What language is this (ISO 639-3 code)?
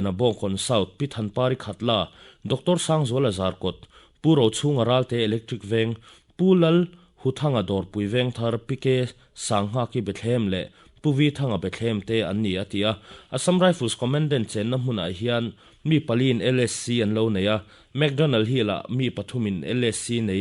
lus